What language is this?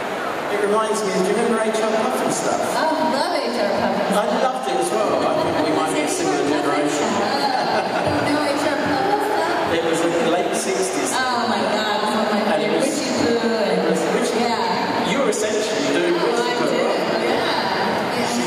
English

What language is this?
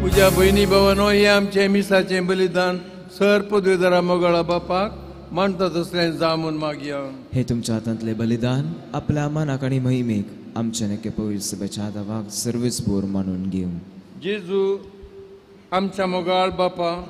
Konkani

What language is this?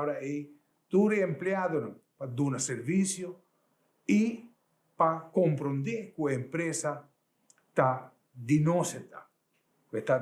Papiamento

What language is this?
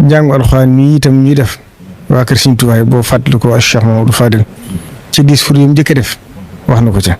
Wolof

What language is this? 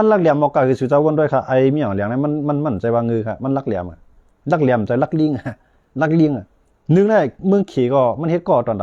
Shan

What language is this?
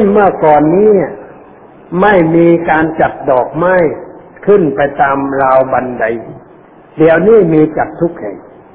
Thai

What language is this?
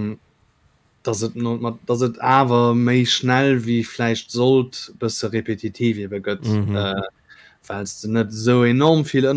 Luxembourgish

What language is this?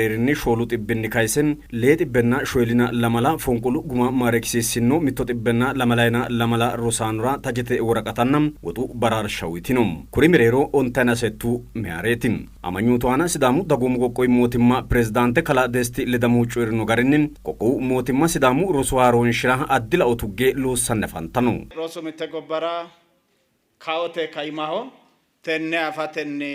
Sidamo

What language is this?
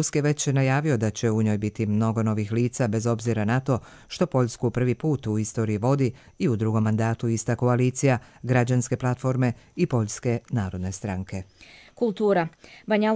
Croatian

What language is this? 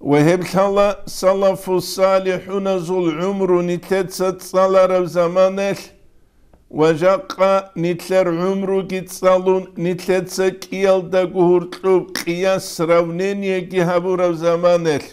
Avaric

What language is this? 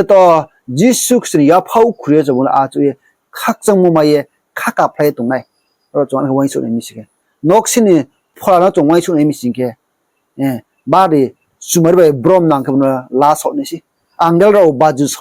Riang (India)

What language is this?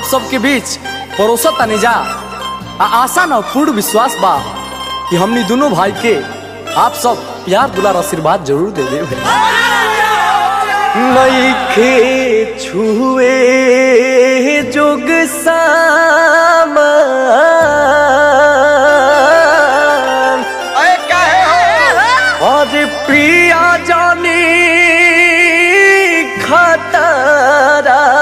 Bhojpuri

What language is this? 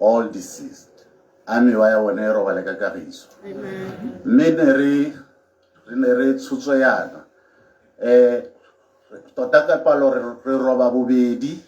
Tswana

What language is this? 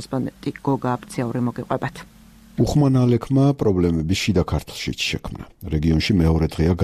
Georgian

